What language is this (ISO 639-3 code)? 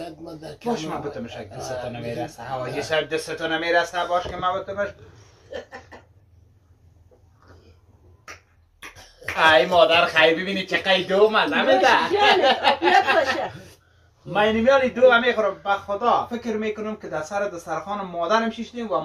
fas